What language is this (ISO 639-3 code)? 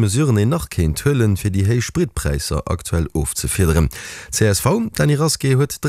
ltz